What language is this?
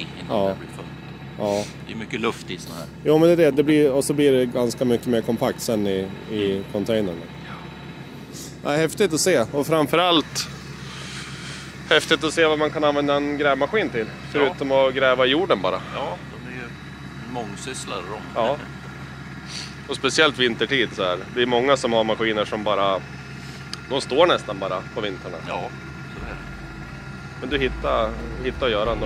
Swedish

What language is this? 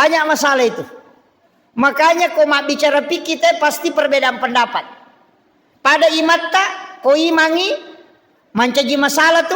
Buginese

